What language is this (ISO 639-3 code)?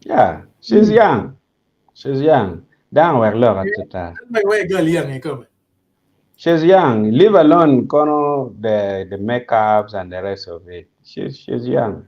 ach